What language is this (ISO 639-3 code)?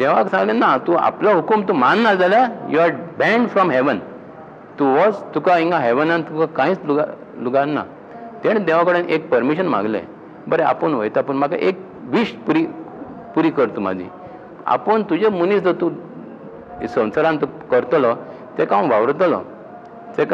kok